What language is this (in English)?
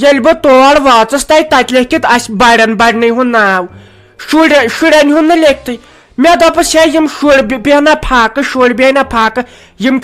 Kashmiri